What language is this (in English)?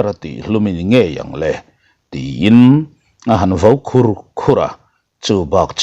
Mizo